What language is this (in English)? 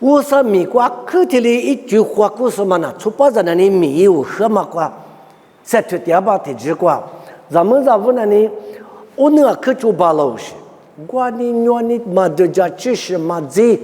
Lisu